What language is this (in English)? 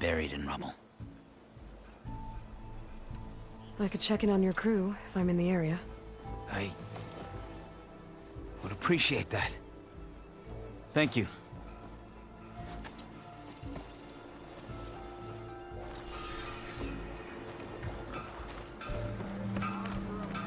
English